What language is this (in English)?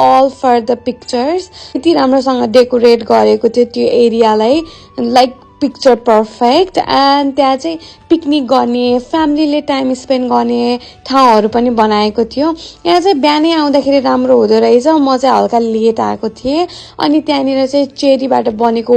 Nepali